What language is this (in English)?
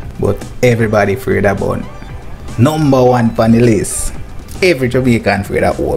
Jamaican Creole English